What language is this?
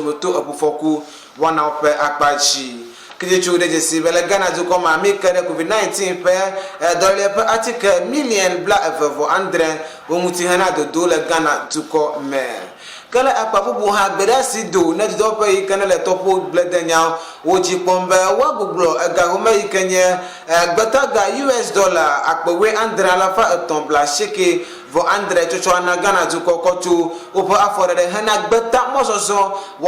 Ewe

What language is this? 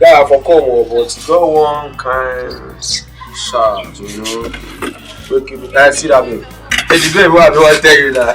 Nigerian Pidgin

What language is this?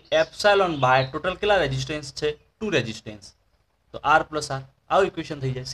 Gujarati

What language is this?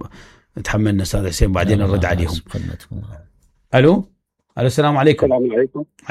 Mesopotamian Arabic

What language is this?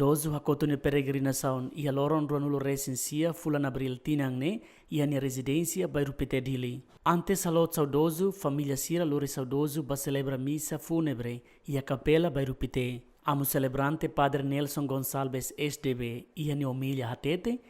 Tetum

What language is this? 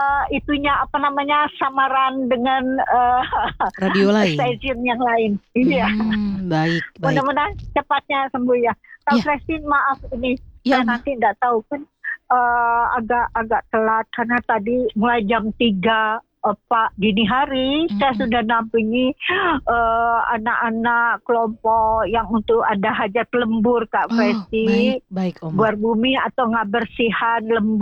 Indonesian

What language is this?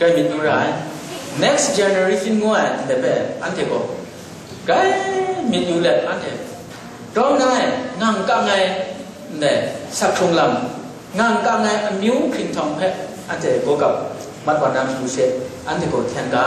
Kachin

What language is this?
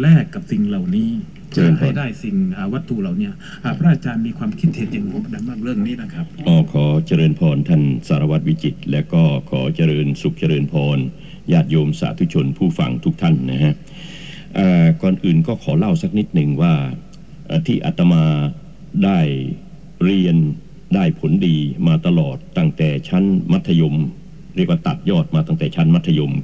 Thai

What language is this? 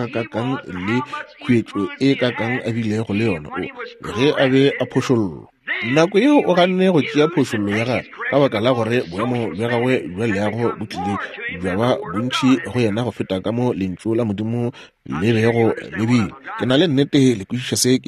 Northern Sotho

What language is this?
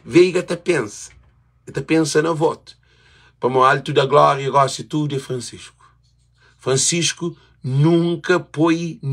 Kabuverdianu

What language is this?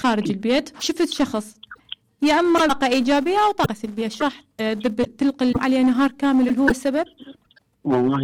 Mesopotamian Arabic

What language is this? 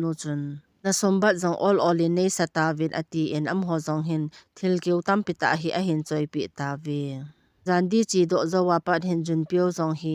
Thado Chin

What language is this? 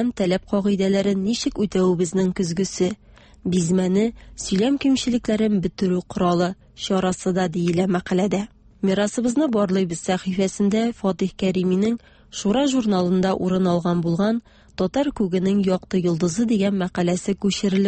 Tatar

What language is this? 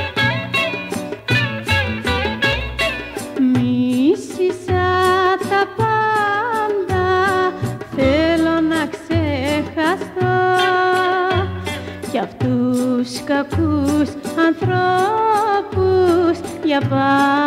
Greek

